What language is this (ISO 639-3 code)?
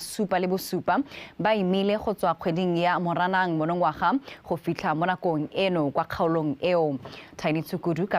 tsn